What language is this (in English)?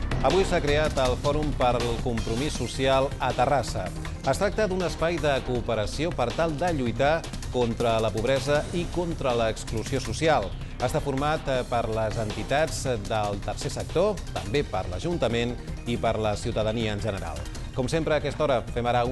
Catalan